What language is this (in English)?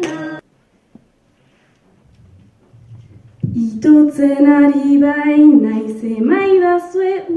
Basque